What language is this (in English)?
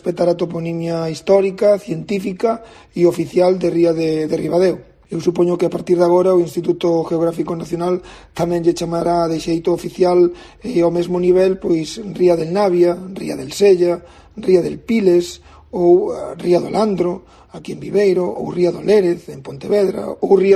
Galician